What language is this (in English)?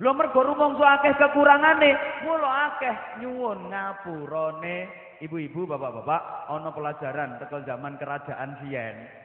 Javanese